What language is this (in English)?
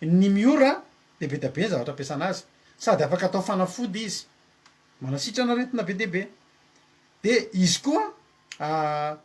Malagasy